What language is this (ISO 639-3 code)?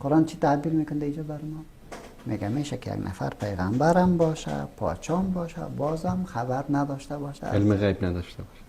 fas